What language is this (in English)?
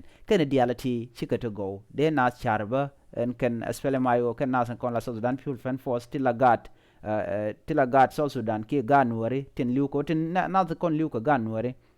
Nuer